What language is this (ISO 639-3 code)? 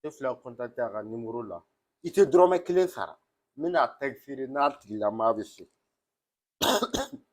bam